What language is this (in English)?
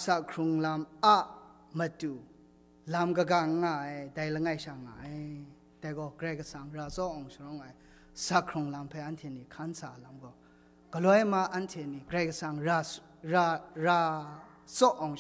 Kachin